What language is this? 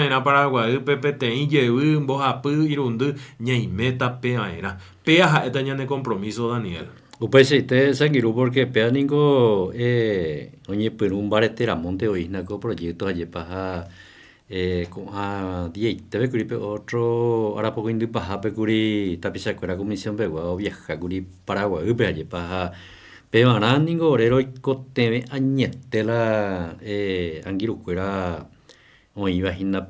Guarani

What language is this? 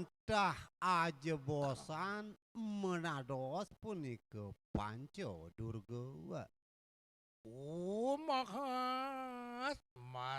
Balinese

